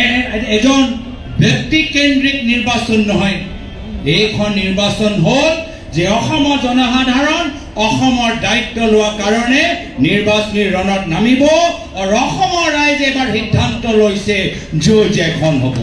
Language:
Assamese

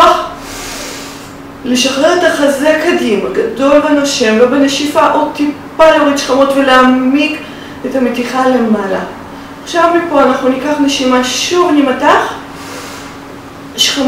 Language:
Hebrew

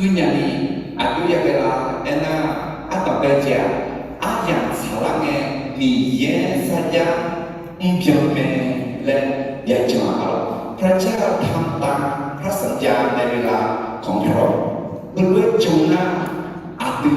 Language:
Akha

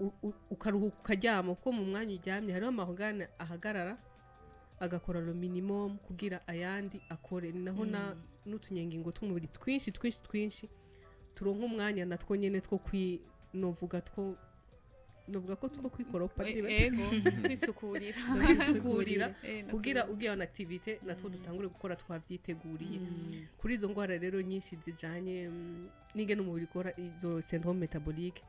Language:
Rundi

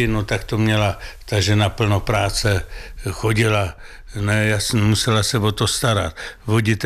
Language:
Czech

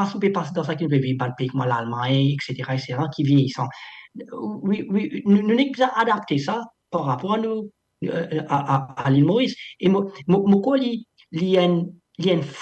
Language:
Morisyen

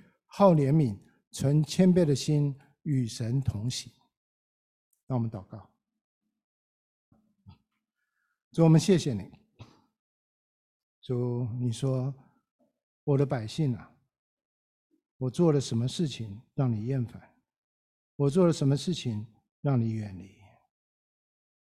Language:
Chinese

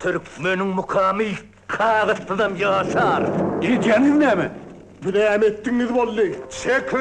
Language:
Turkmen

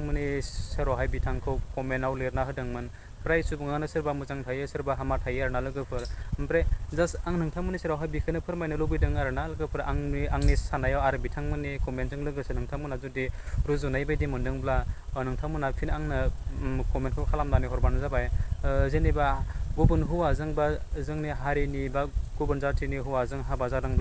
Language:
Bodo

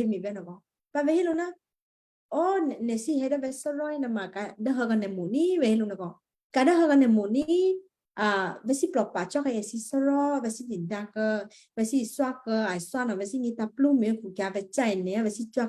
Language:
Western Kayah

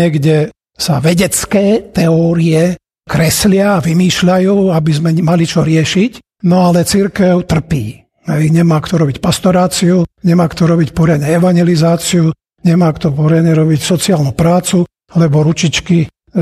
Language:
Slovak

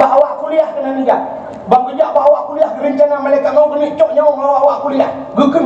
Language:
Achinese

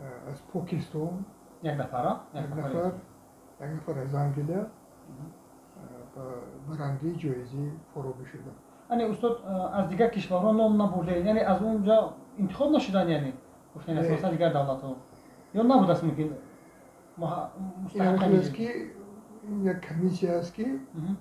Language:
Tajik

